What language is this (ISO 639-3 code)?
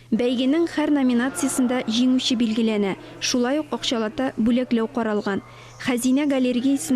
tat